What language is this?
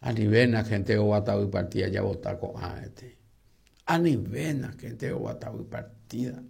Guarani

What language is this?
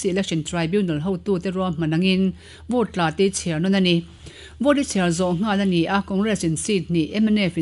Mizo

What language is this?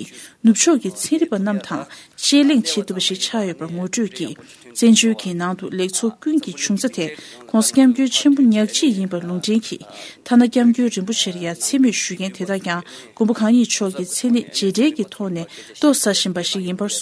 Tibetan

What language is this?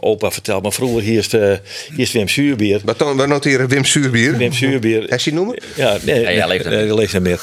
Western Frisian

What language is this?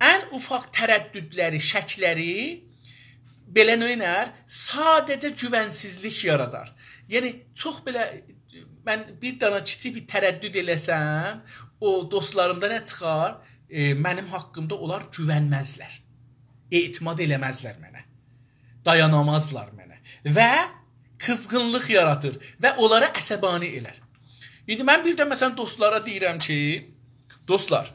South Azerbaijani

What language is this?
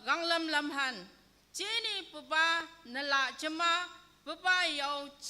Naga Pidgin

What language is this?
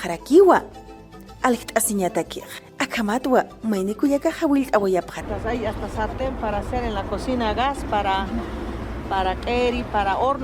Aymara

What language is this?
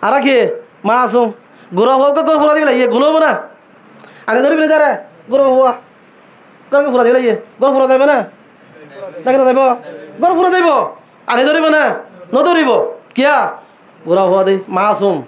Rohingya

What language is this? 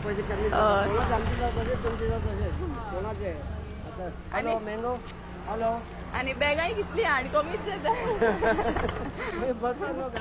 Konkani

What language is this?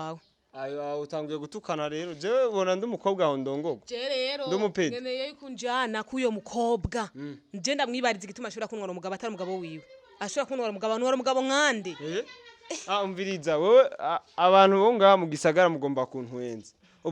Rundi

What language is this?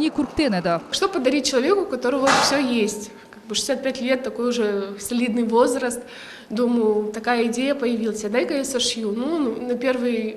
Crimean Tatar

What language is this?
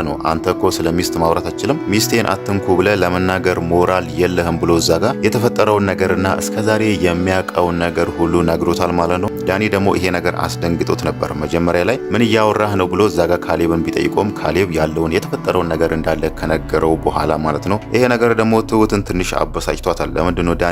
Amharic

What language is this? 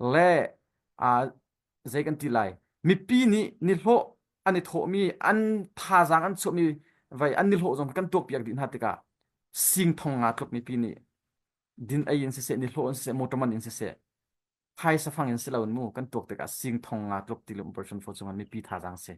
Hakha Chin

